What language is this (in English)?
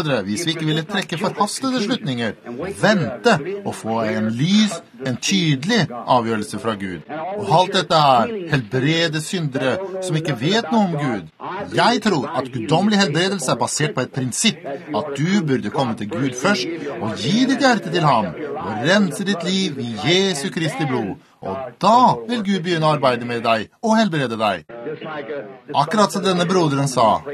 Norwegian